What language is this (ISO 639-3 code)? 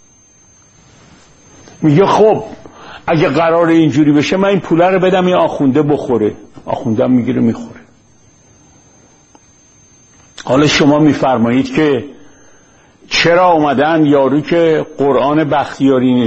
fas